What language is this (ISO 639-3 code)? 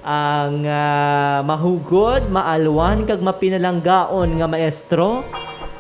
hil